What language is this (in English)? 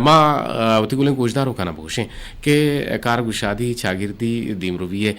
Eastern Balochi